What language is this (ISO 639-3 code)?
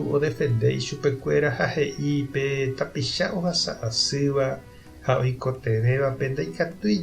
grn